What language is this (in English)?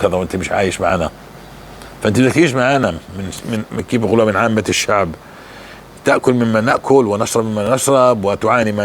North Levantine Arabic